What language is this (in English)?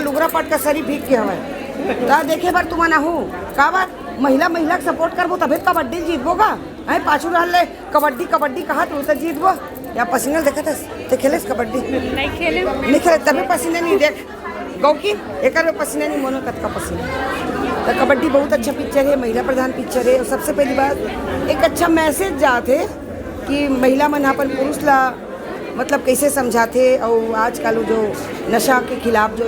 Chhattisgarhi